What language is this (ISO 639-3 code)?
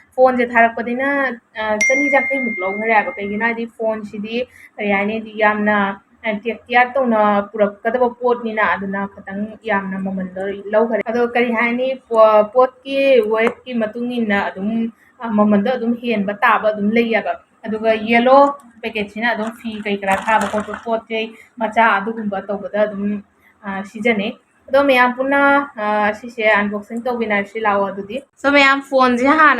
mni